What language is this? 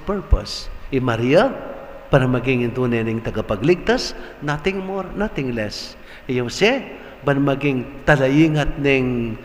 Pampanga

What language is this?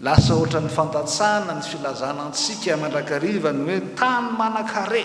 Malagasy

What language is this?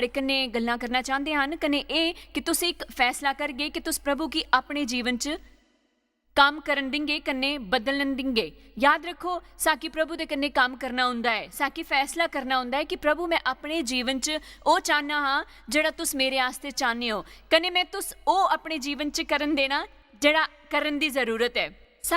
Dogri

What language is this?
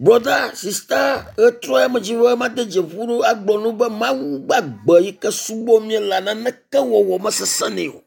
Ewe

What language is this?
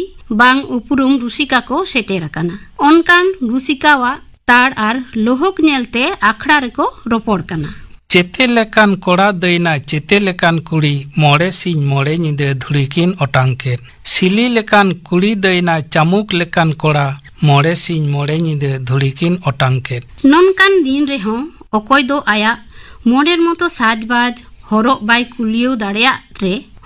Santali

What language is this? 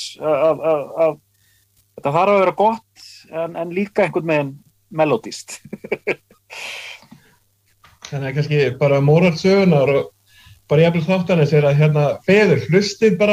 Icelandic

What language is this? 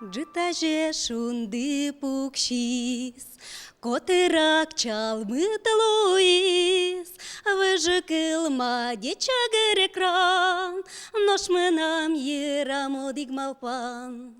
Udmurt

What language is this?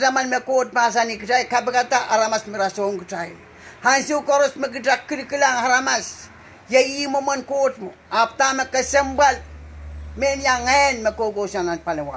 Pohnpeian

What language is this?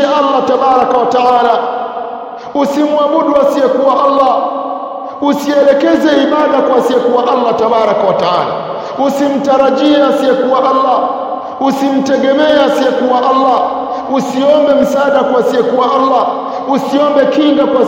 Swahili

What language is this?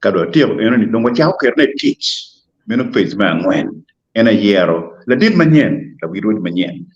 Acoli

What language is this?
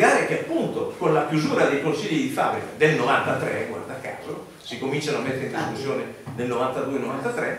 Italian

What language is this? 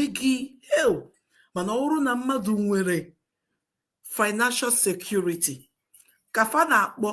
Igbo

